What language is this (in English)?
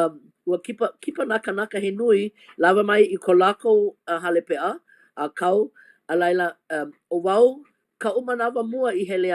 Hawaiian